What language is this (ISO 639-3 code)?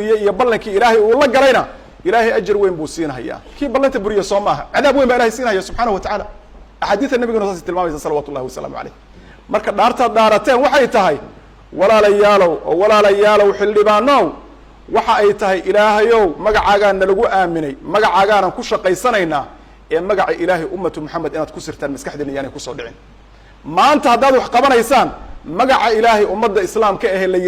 som